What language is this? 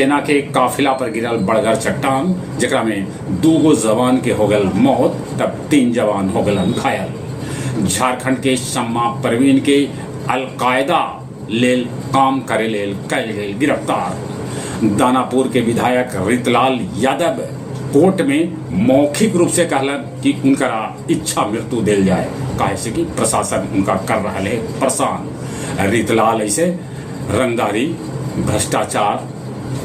Magahi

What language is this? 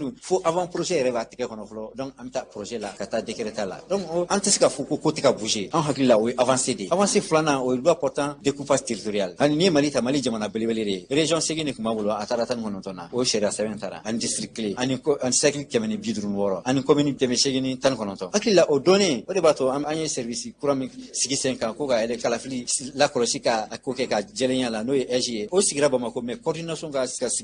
Bambara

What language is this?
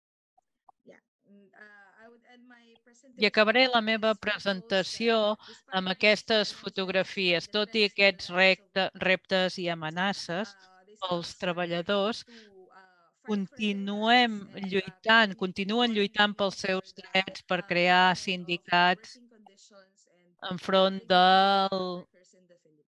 Catalan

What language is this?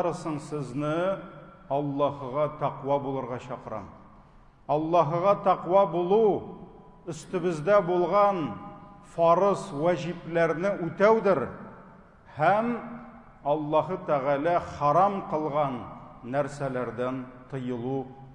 Tatar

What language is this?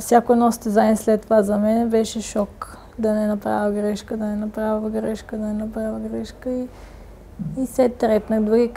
Bulgarian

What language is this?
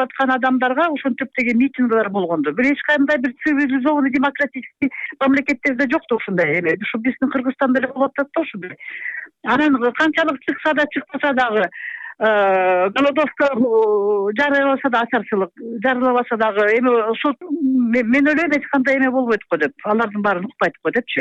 Kyrgyz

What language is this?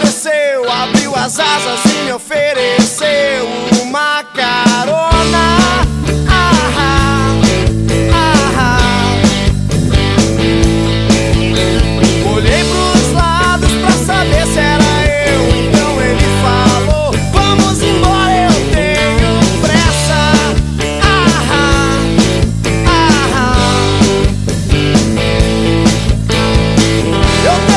Portuguese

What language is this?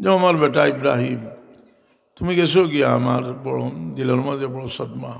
Sylheti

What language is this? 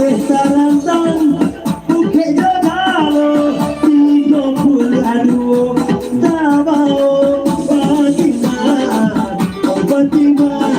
Minangkabau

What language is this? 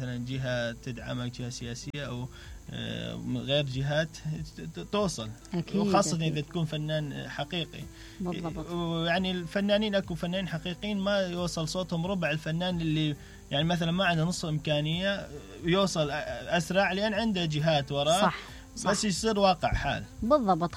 Mesopotamian Arabic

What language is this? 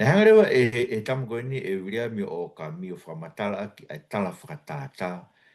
Tongan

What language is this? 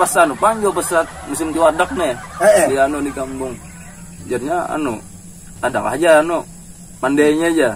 Banjar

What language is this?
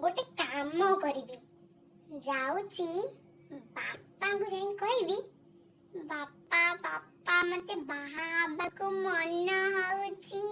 Odia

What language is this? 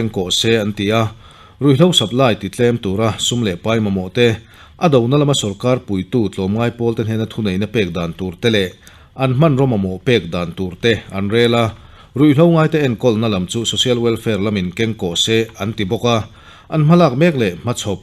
Mizo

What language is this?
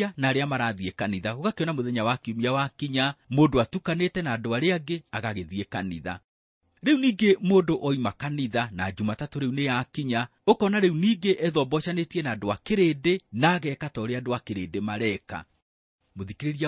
Kikuyu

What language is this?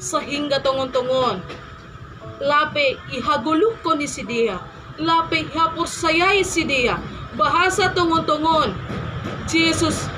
Batak Simalungun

